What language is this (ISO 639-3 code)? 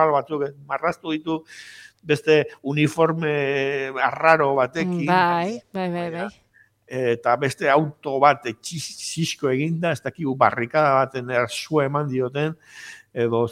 eus